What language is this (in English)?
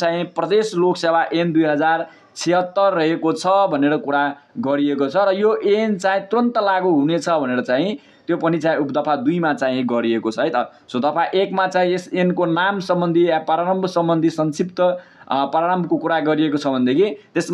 Nepali